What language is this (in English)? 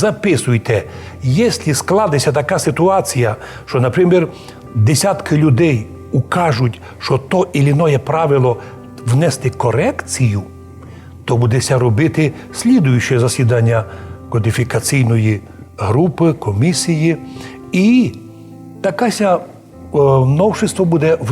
Rusyn